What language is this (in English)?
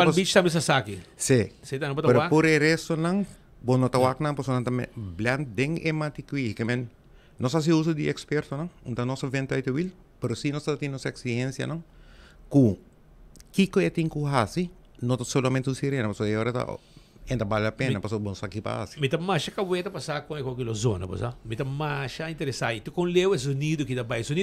Papiamento